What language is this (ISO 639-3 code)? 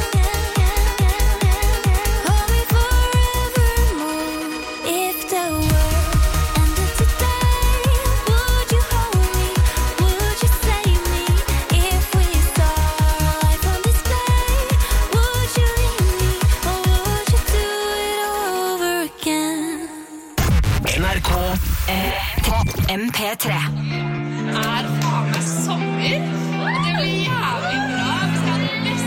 nor